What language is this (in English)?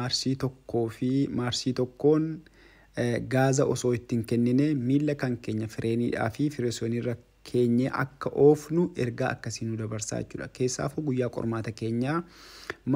Oromo